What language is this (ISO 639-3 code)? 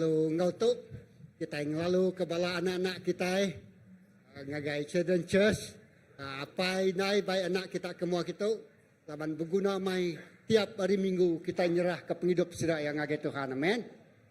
iba